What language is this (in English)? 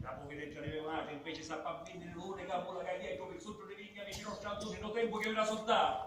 Sicilian